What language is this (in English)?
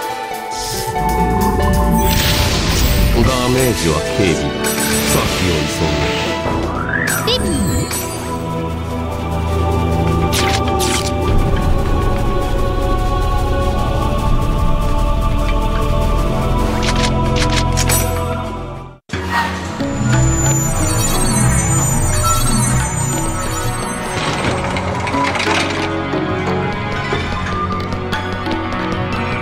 Japanese